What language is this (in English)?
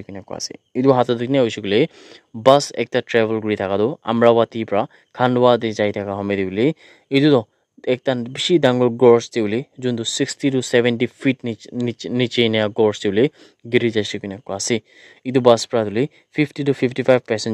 Naga Pidgin